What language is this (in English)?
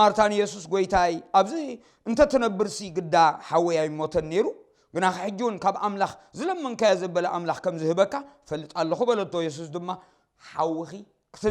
Tigrinya